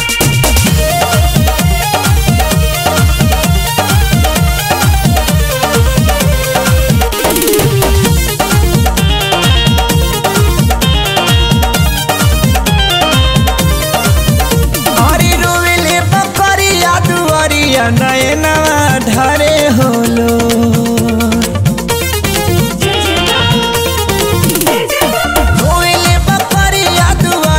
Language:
Bhojpuri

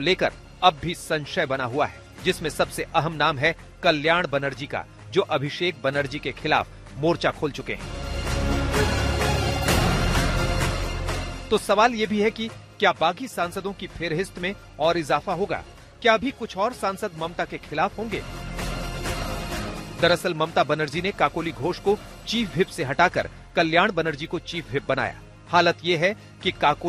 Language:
Hindi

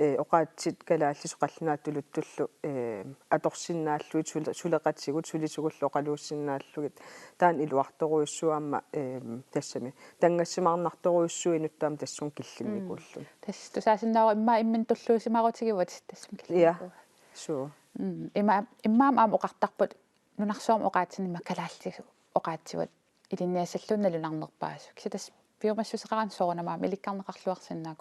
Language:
Kalaallisut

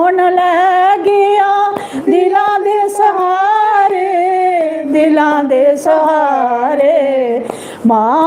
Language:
Dogri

